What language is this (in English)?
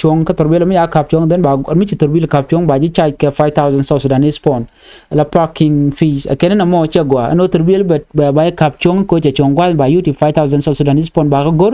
Nuer